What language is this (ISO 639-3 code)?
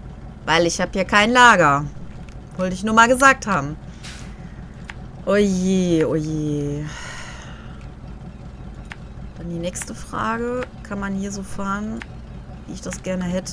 deu